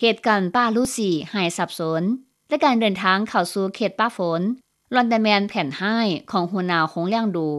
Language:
Lao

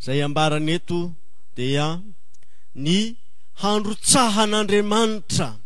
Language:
Malagasy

